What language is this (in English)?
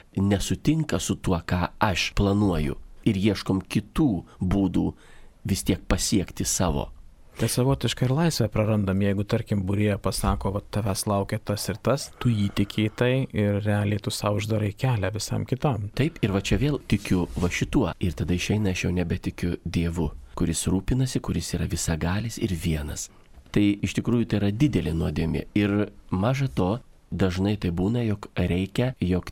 Lithuanian